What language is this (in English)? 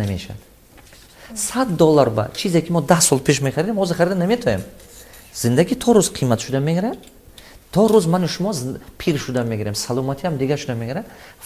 Tajik